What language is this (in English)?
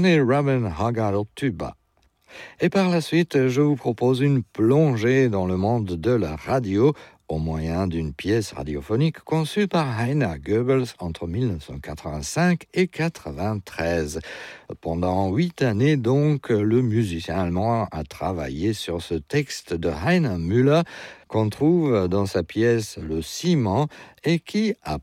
French